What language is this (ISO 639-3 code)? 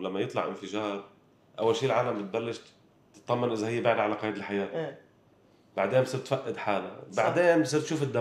apc